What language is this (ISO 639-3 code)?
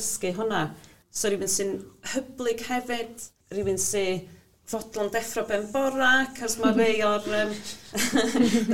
cym